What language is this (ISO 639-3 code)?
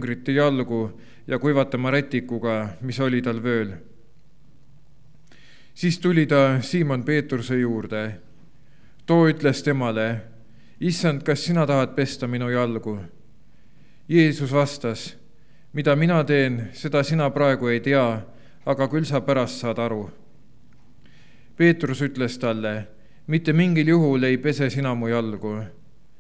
est